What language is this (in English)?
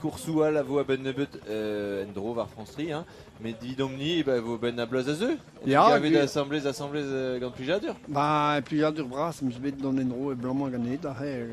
Breton